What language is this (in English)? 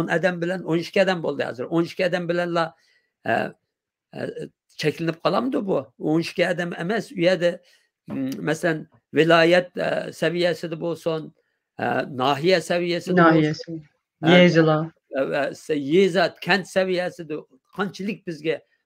Uyghur